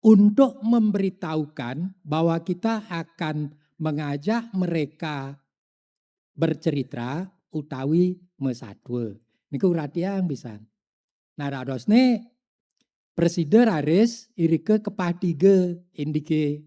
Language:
Balinese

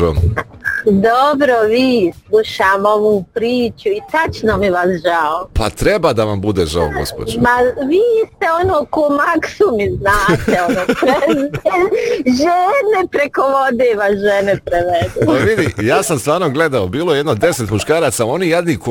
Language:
Bosnian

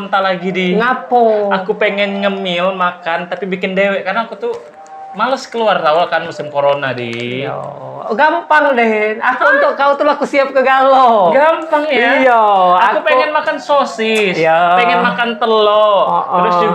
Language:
Musi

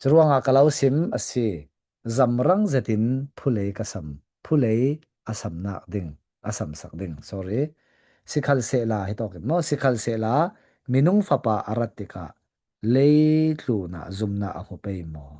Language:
Falam Chin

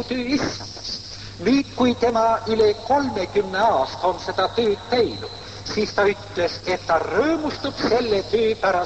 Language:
Estonian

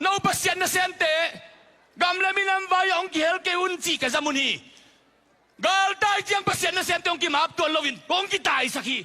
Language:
Tedim Chin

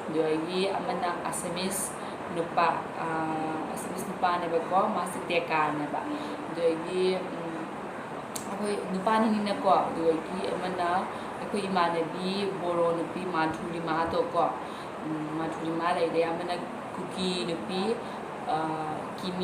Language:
Manipuri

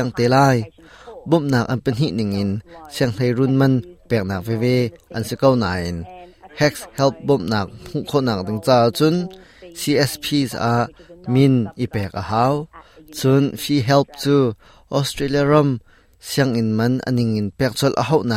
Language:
Hakha Chin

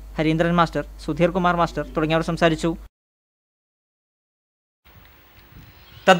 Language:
Malayalam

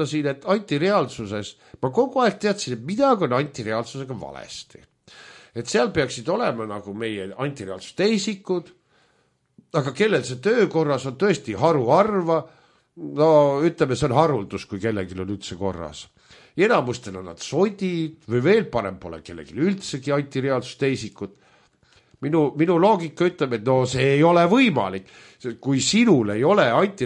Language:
Estonian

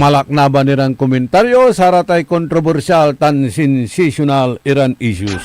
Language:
Pangasinan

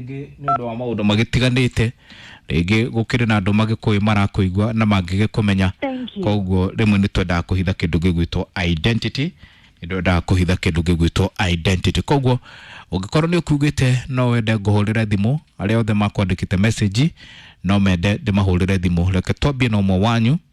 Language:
Kikuyu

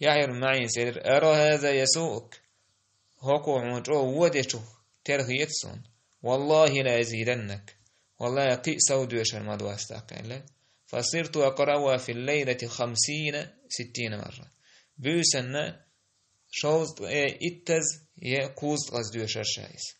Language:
Chechen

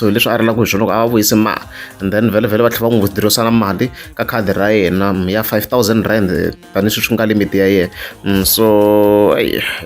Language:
Tsonga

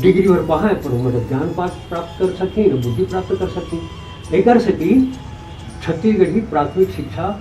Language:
Chhattisgarhi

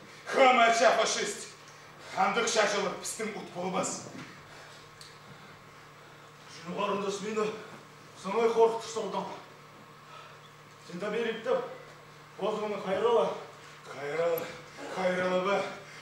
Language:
Kazakh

